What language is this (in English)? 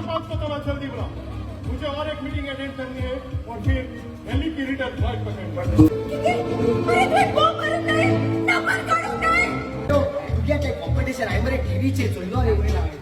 Konkani